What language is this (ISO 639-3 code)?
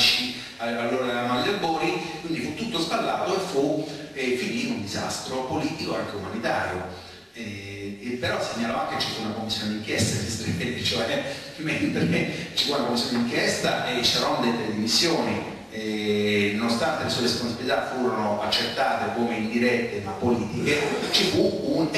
ita